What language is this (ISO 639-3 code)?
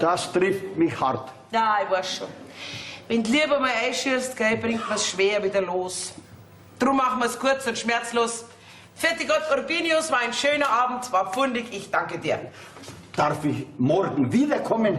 bar